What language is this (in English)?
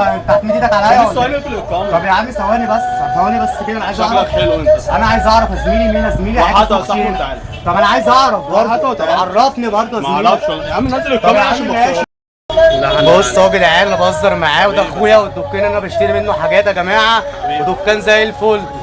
Egyptian Arabic